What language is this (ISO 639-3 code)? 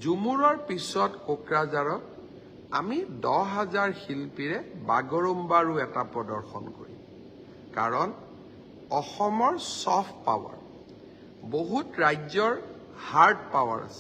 asm